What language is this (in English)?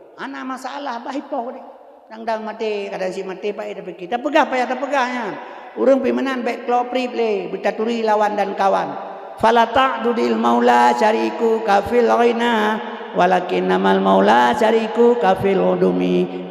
Achinese